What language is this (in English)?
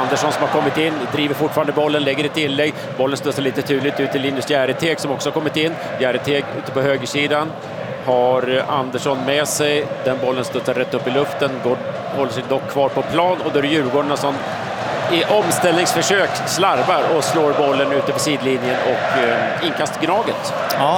Swedish